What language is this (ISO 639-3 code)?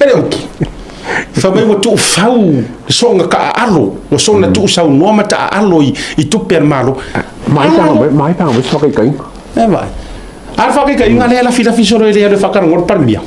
smo